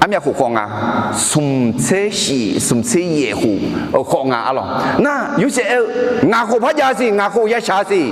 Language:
Akha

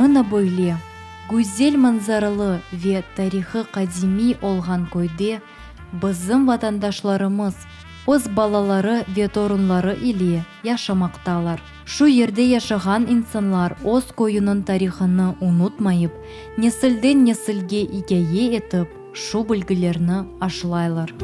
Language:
Crimean Tatar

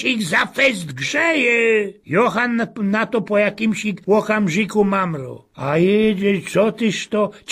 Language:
Silesian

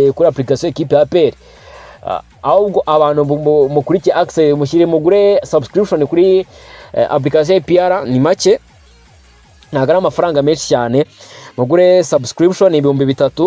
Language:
Kinyarwanda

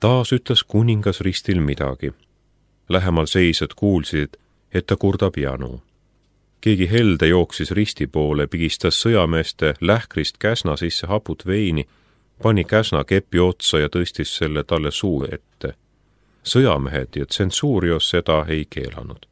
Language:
Estonian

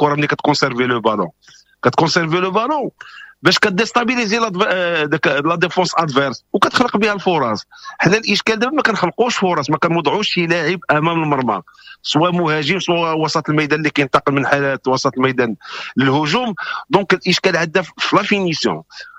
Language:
Moroccan Arabic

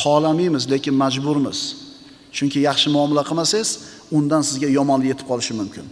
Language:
Uzbek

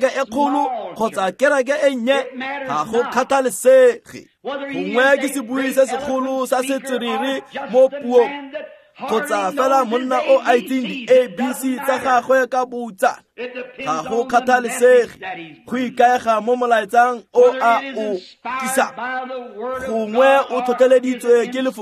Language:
Tswana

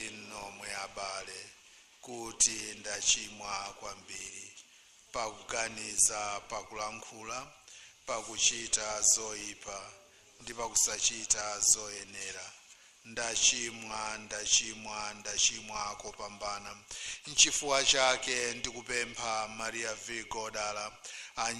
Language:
Nyanja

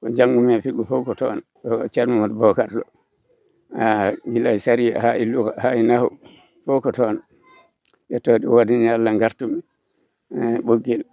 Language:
Fula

